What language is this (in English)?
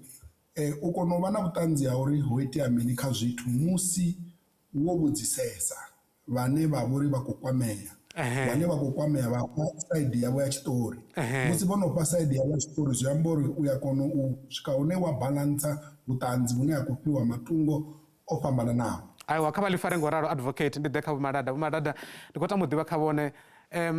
Venda